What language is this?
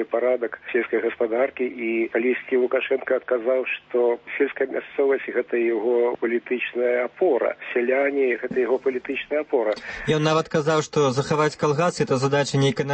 Belarusian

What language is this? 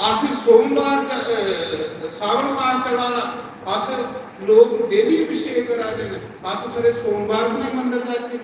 Dogri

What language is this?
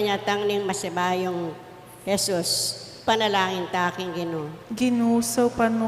Pampanga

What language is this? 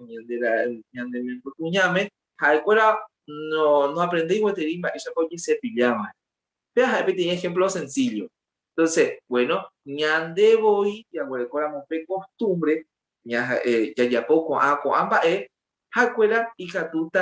Guarani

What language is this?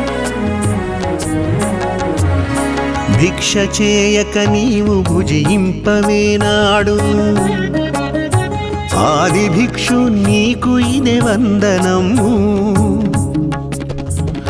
Telugu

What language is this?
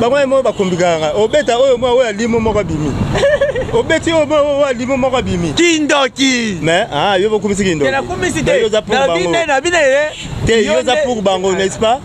Lingala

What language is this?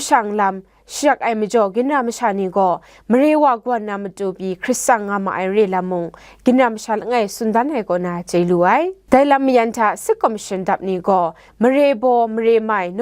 Kachin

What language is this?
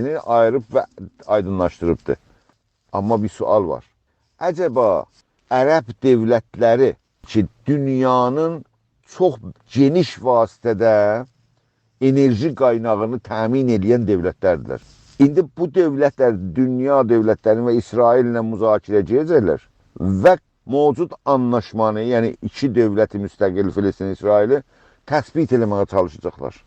South Azerbaijani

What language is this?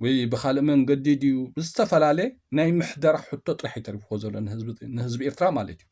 Tigrinya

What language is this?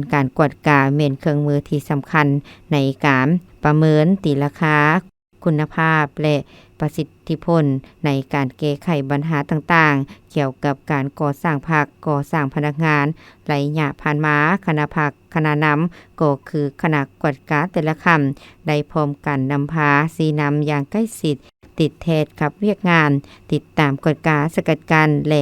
Lao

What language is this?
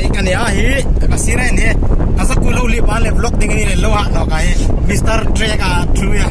Hmar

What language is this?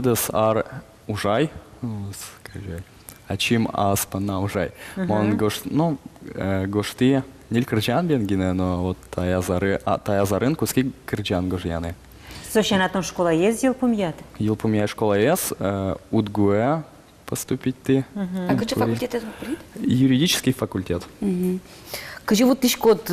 Udmurt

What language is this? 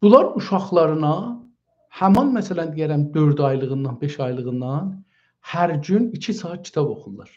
South Azerbaijani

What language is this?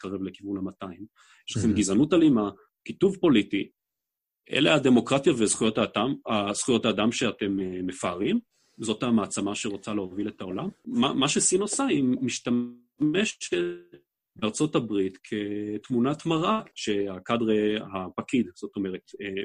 Hebrew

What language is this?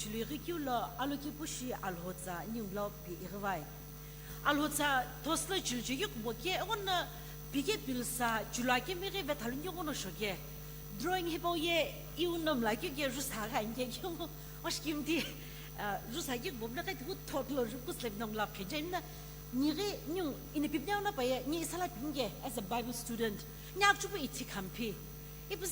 Sumi Naga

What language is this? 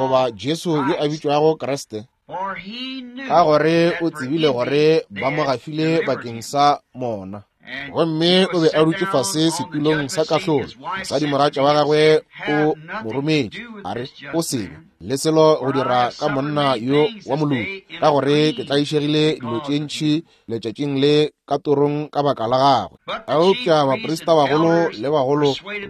Northern Sotho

